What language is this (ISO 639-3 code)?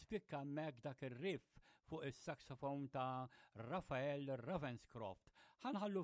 mlt